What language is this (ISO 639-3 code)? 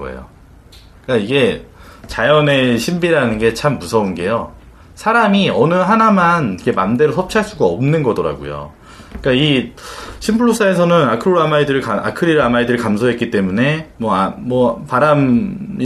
kor